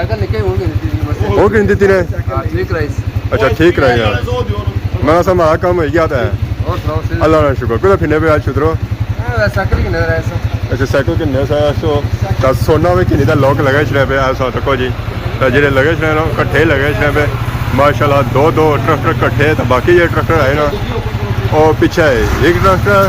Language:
Pahari-Potwari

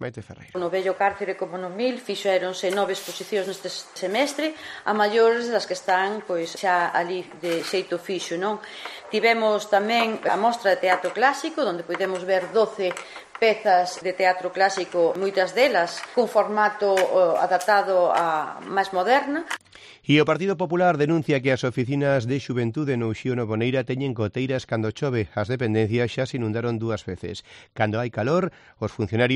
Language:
Galician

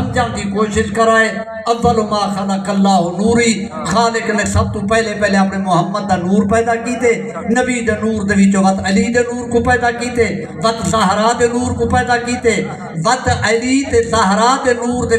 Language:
Saraiki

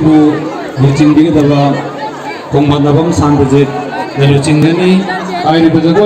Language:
Manipuri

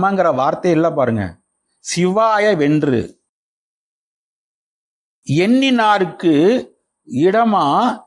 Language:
Tamil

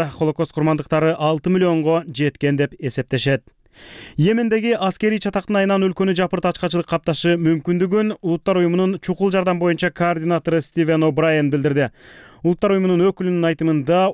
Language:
Kyrgyz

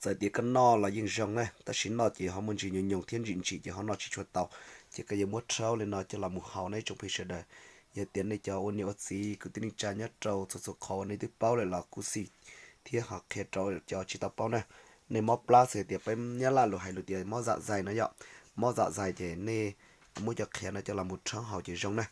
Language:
Hmong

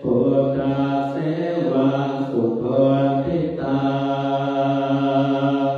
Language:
Pali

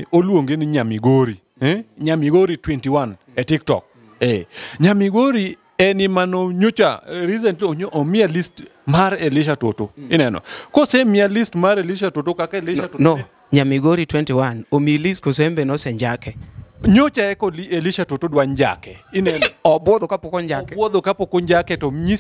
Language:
Luo (Kenya and Tanzania)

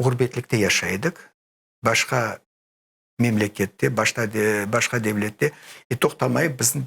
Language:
Crimean Tatar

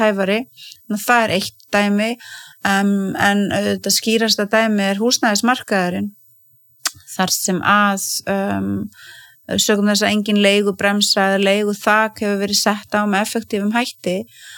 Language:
Icelandic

